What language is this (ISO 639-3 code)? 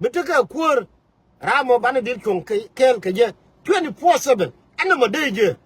nus